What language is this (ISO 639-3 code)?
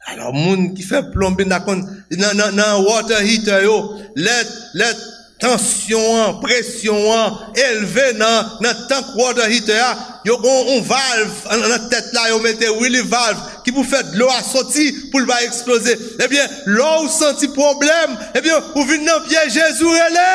hat